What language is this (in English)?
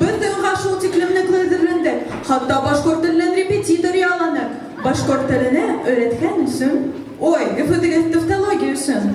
Bashkir